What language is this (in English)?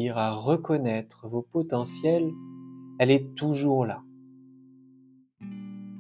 French